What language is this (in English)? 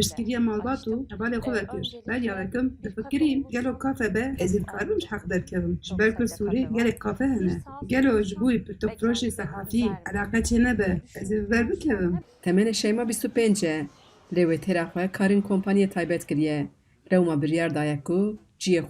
Kurdish